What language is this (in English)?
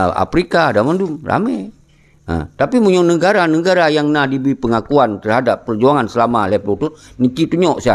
Achinese